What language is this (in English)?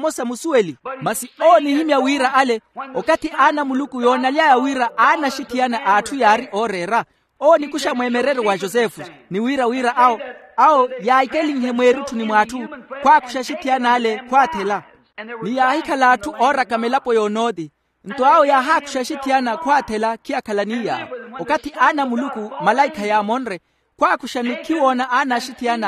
Makhuwa